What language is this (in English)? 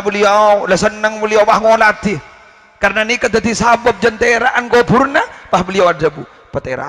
Madurese